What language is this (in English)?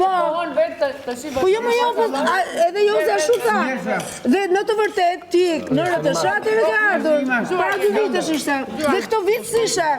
Albanian